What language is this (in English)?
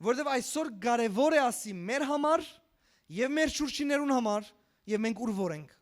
Western Armenian